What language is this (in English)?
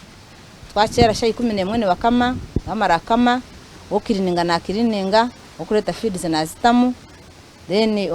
Nyankole